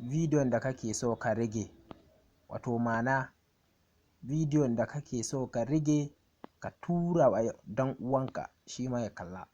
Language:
Hausa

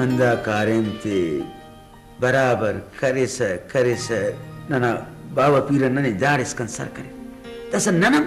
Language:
Brahui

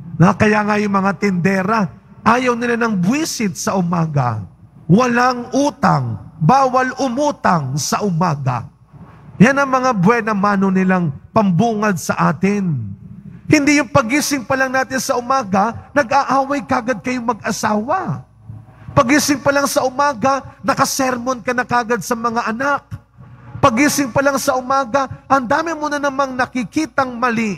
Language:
Filipino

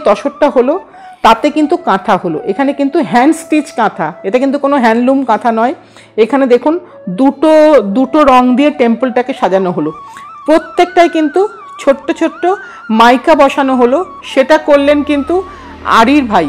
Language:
Bangla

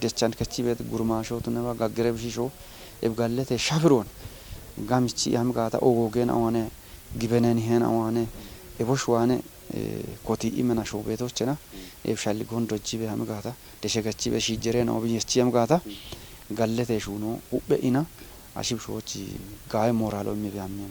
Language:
Kafa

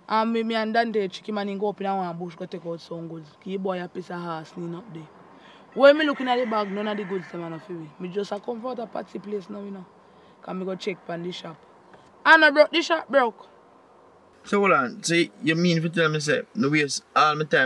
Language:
Jamaican Creole English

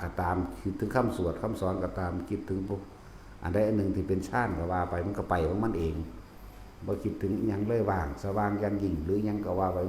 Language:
Northeastern Thai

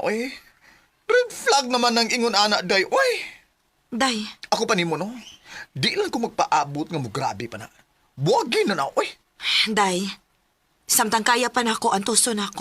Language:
Cebuano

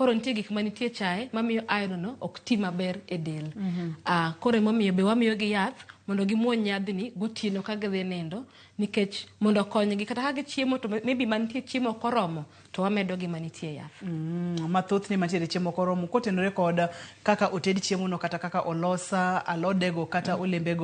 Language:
Luo (Kenya and Tanzania)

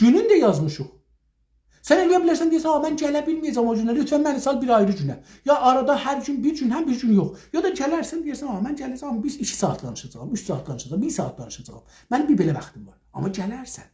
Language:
South Azerbaijani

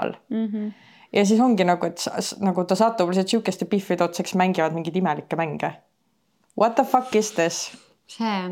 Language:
Estonian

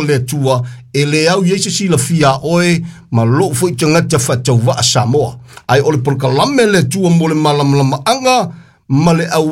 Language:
Samoan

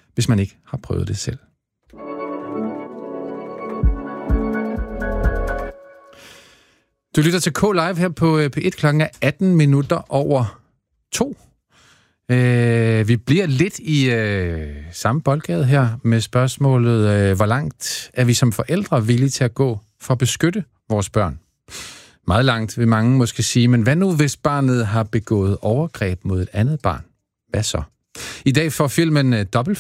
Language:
Danish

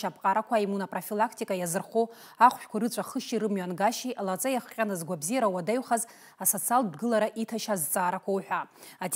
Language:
Abkhazian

